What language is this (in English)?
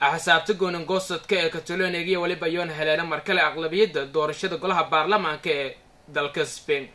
Somali